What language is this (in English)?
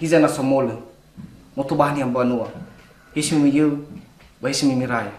Nias